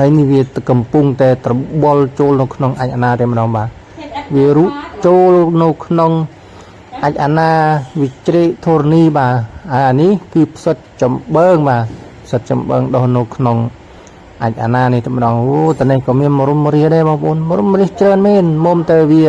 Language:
Khmer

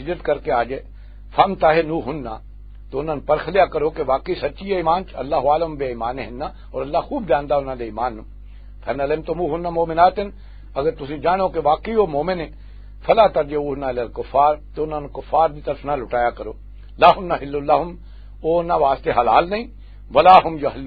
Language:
Western Panjabi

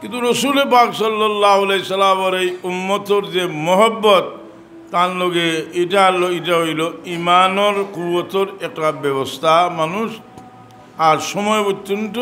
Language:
Sylheti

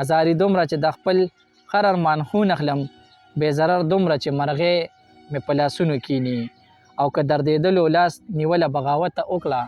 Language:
Pashto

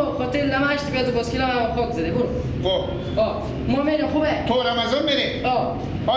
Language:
Persian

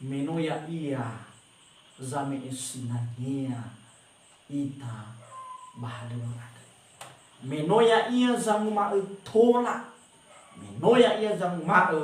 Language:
Nias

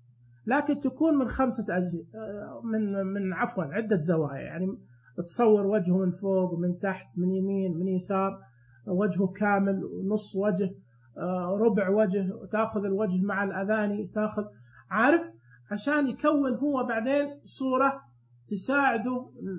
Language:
Najdi Arabic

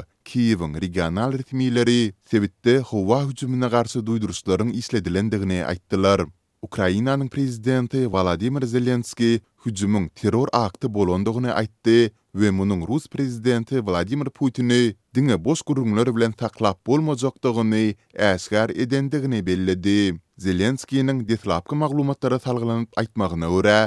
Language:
Turkmen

